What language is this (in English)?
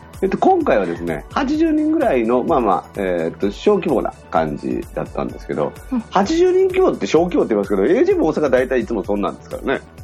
Japanese